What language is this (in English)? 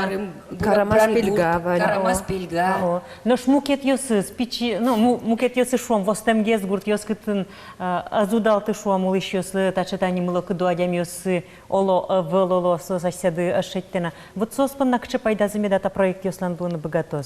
Udmurt